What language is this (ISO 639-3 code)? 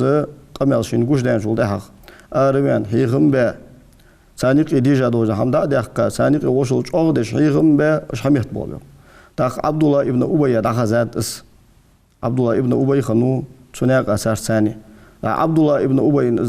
inh